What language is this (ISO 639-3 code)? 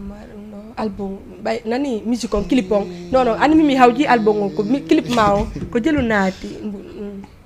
ful